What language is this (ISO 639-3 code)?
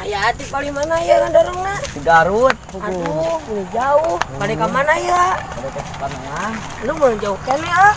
sun